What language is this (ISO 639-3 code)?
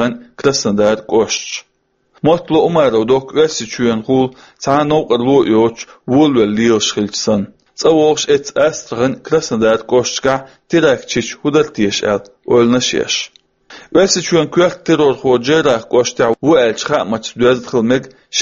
che